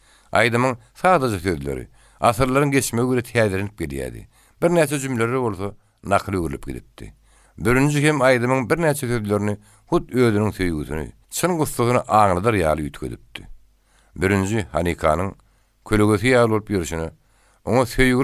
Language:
Turkmen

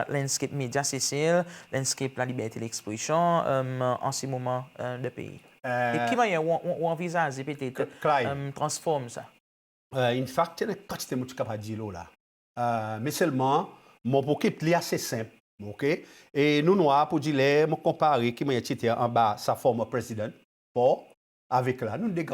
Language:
Seselwa Creole French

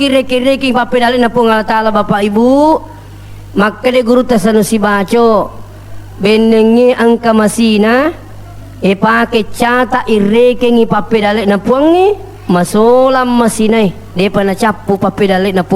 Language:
Buginese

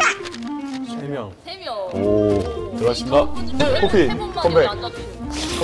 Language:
Korean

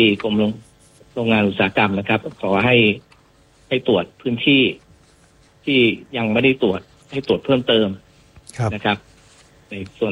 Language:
Thai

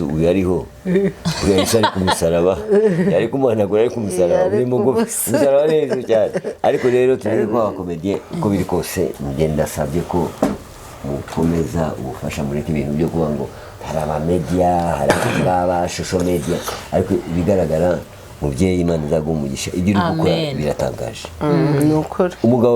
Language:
Kinyarwanda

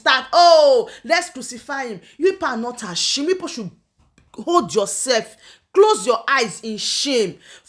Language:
Nigerian Pidgin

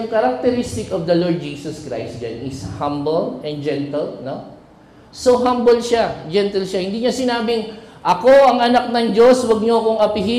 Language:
Filipino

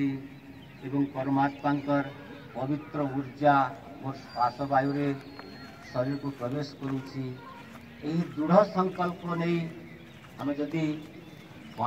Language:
Odia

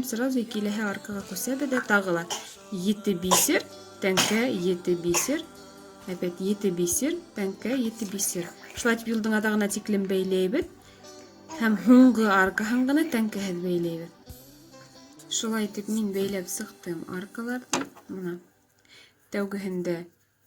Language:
Bashkir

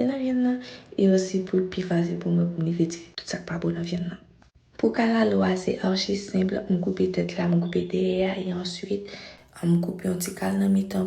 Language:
Haitian Creole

